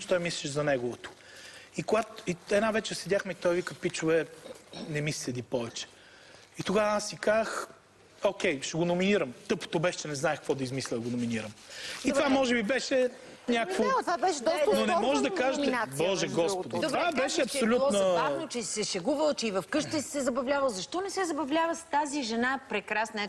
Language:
Bulgarian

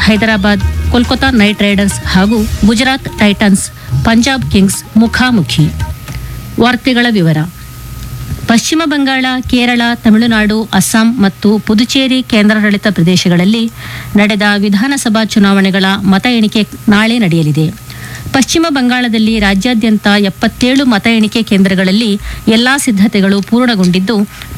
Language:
Kannada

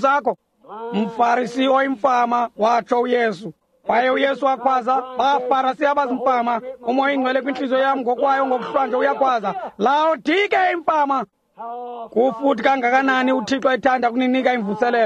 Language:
Xhosa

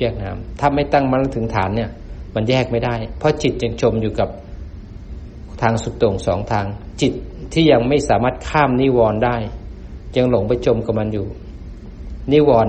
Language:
Thai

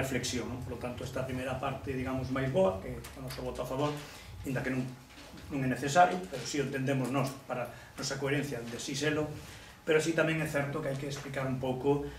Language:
Galician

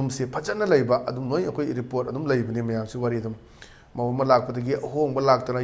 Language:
Manipuri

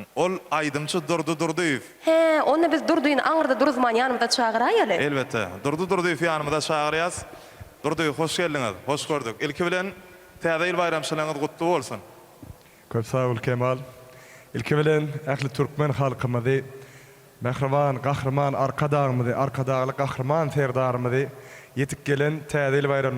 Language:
Turkmen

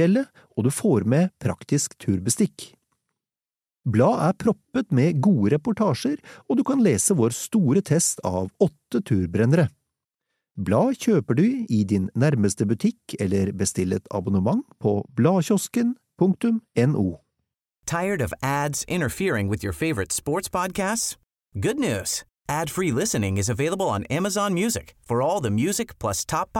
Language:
Norwegian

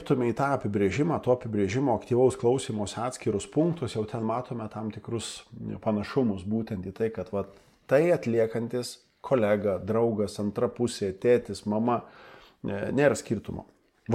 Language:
Lithuanian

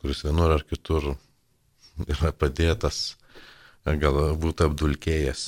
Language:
Lithuanian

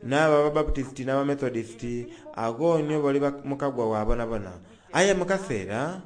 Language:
Soga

